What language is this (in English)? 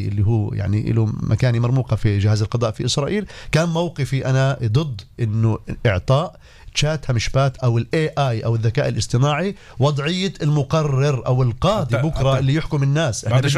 North Levantine Arabic